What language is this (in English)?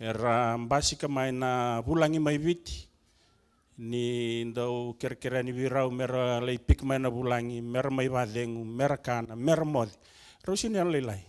Fijian